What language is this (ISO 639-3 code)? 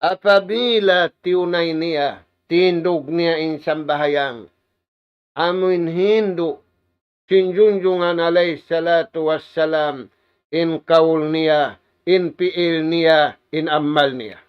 tsg